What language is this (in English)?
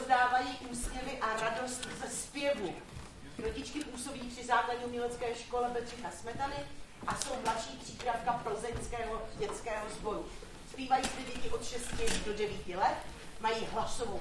Czech